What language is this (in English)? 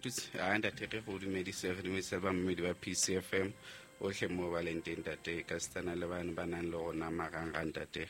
Southern Sotho